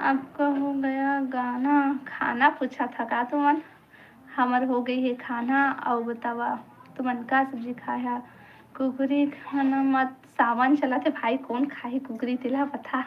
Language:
Chhattisgarhi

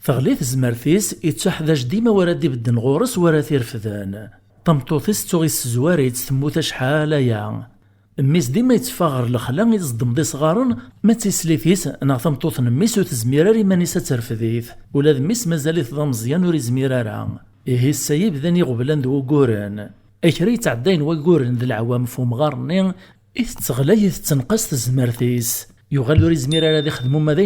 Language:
Kabyle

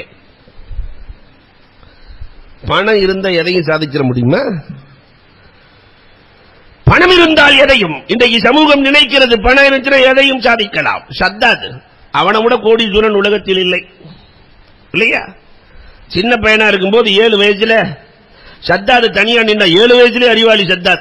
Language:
Tamil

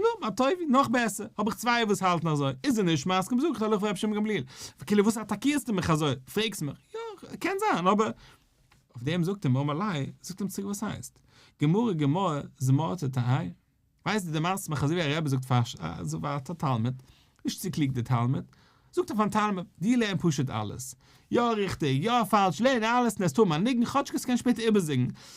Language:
Yiddish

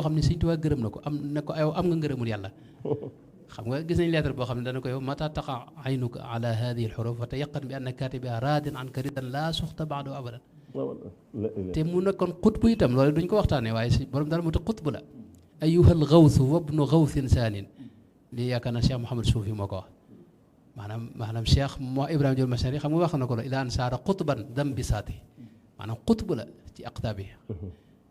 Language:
Wolof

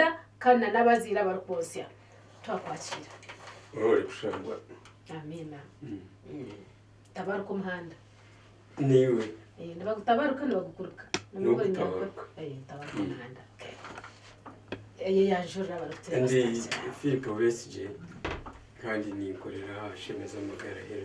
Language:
Nyankole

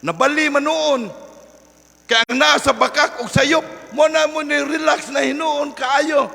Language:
Cebuano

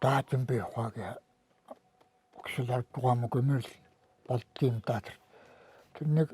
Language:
Mongolian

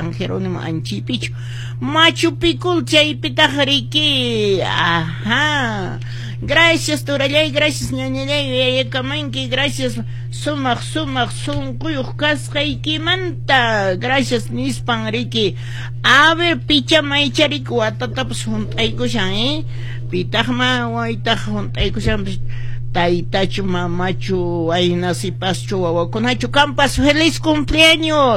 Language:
Quechua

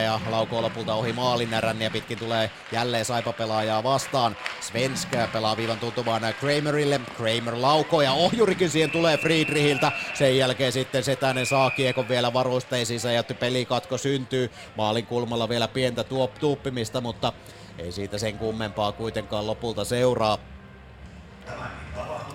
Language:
Finnish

